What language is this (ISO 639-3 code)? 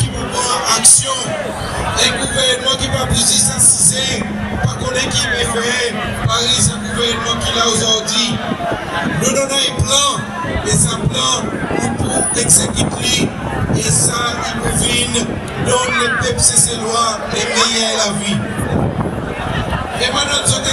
crs